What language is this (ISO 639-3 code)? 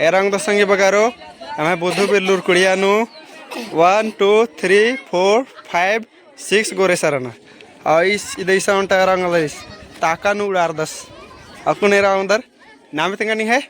kru